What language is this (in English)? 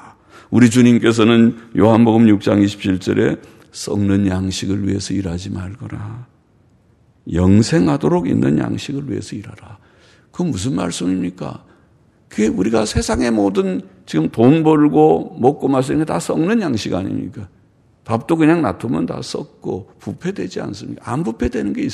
Korean